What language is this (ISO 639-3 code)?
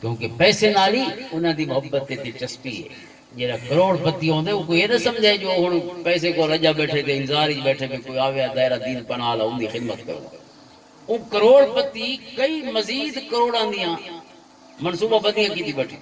lah